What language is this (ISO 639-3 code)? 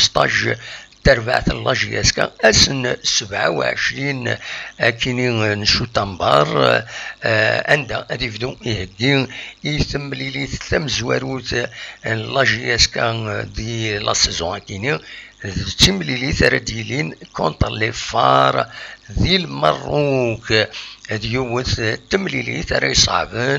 kab